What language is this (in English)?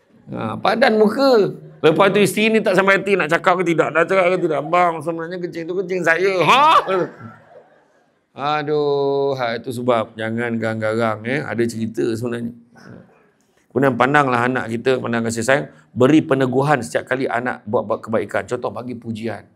Malay